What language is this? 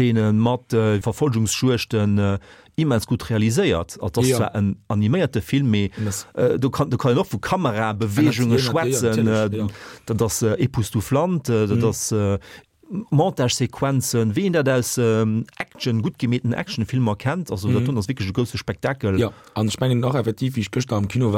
Luxembourgish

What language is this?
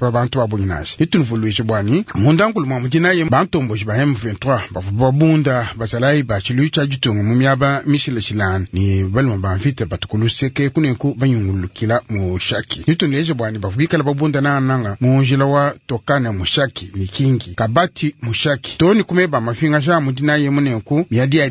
Luba-Lulua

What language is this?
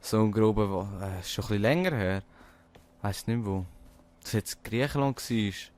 Swiss German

